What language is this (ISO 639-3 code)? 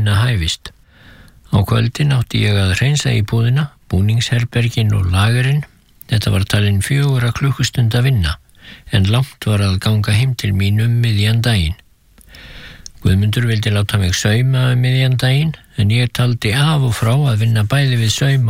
isl